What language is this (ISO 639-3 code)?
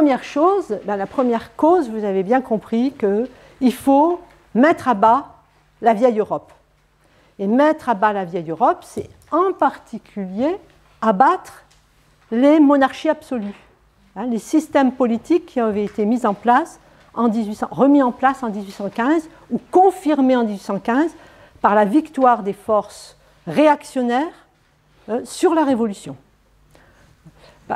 fra